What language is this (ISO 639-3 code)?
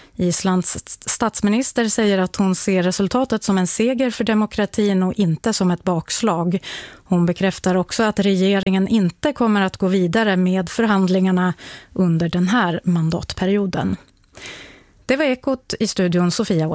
swe